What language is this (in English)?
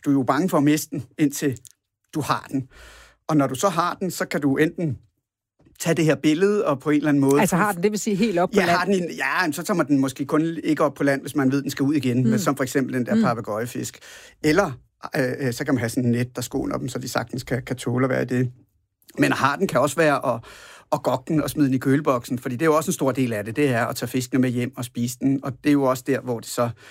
Danish